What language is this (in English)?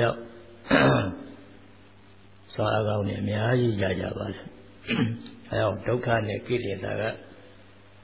Burmese